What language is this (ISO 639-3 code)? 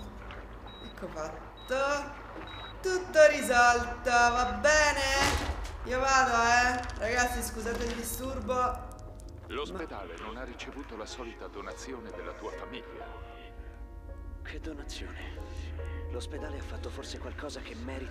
ita